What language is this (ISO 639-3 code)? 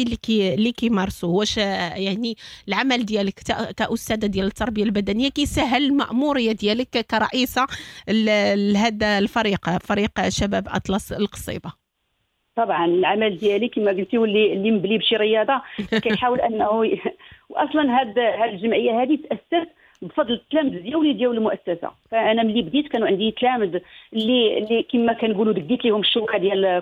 ary